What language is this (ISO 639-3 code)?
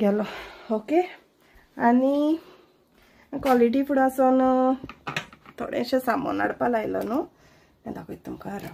kok